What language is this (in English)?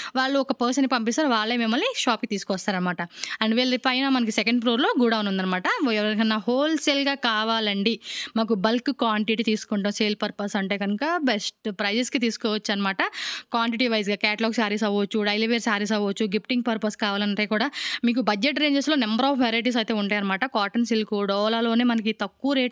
Telugu